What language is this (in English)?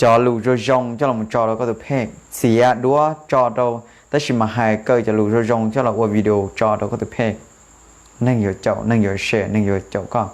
Hmong